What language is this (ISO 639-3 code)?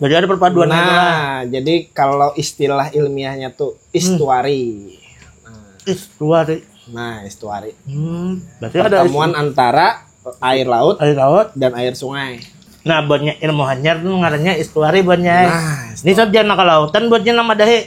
bjn